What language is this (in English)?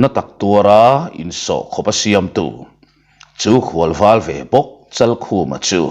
Mizo